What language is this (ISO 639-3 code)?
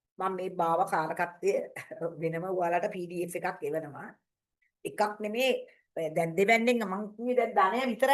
sin